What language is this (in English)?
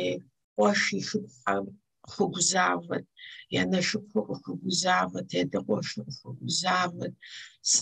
Kabardian